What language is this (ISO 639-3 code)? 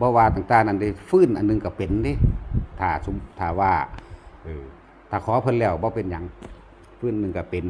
tts